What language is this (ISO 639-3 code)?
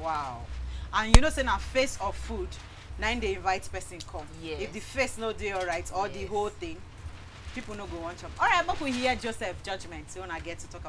pcm